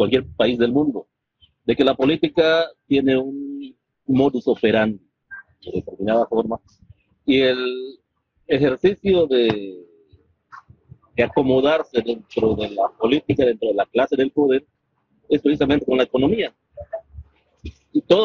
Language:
Spanish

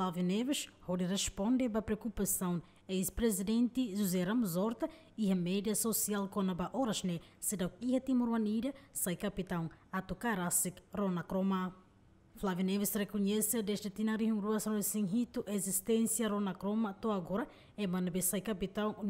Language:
Tetum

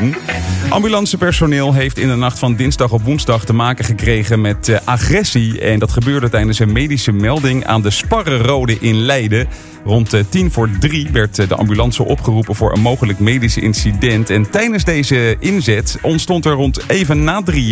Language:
Dutch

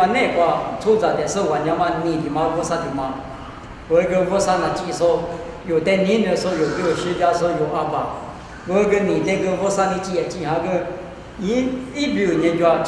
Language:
Lisu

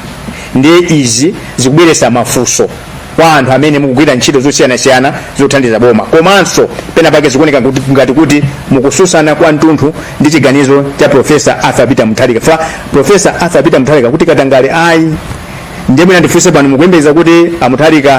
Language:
Nyanja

